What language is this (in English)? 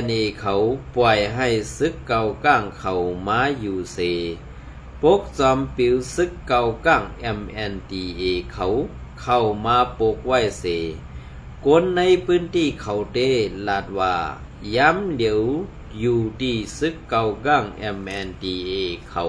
Shan